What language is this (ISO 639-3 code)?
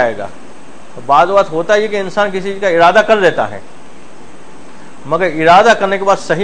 urd